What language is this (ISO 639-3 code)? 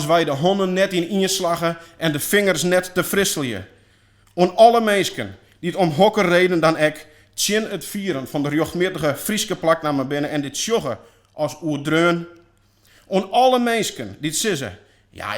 fry